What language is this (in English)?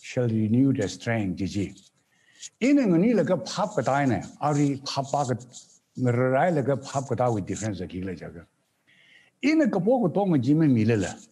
Tangkhul Naga (India)